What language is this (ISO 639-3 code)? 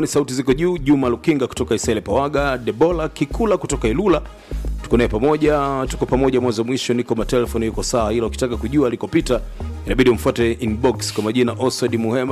swa